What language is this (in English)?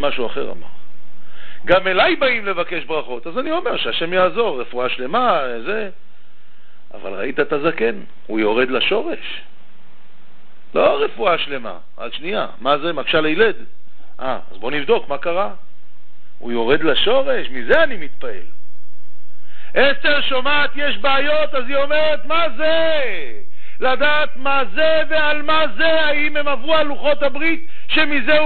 Hebrew